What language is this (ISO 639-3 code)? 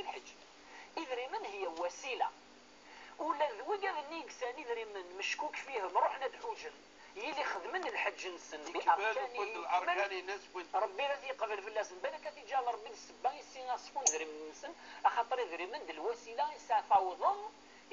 kab